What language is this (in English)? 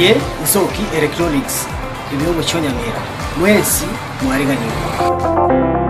Gusii